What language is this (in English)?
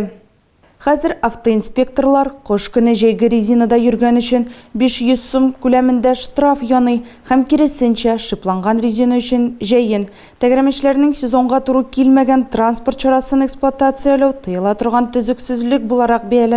Tatar